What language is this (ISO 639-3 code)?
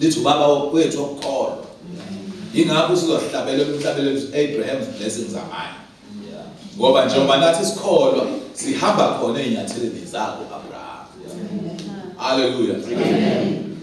zul